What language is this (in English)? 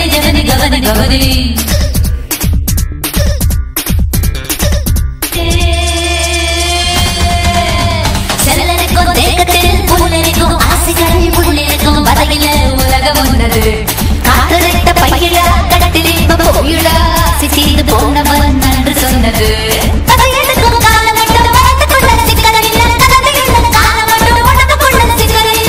Tamil